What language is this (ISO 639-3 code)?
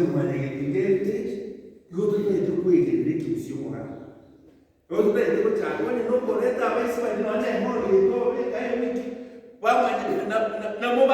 guz